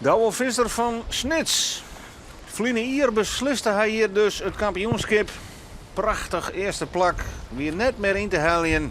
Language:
Western Frisian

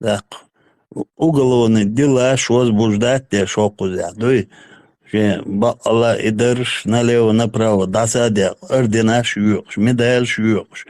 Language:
Chechen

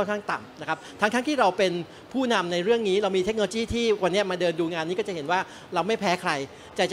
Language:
Thai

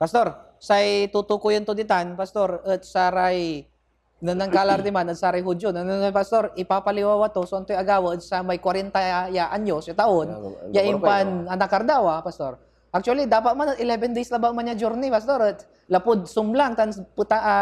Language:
Pangasinan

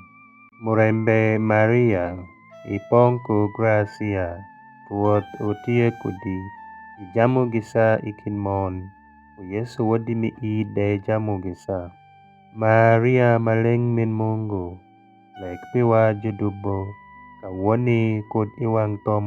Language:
Alur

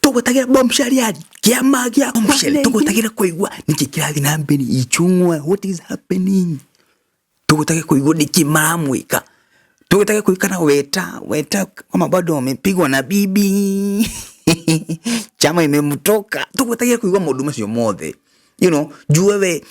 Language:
Kikuyu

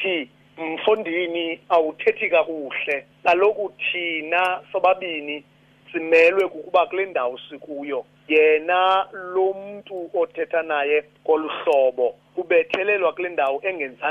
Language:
Xhosa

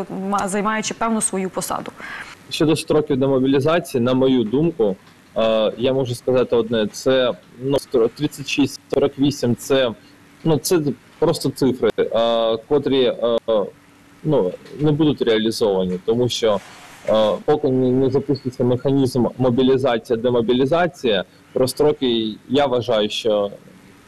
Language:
Ukrainian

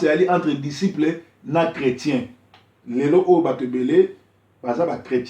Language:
Lingala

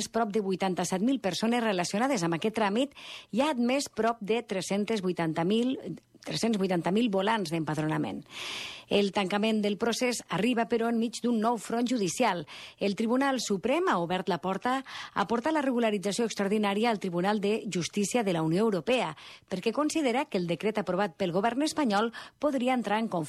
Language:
Catalan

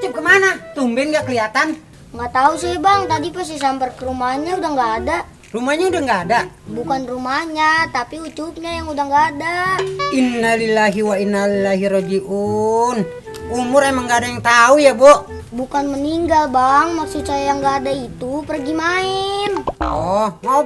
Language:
Betawi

